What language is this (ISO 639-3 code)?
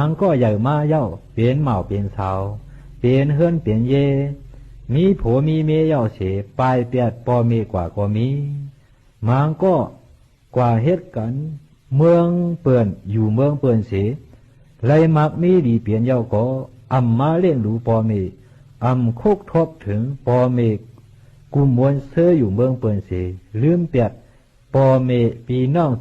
shn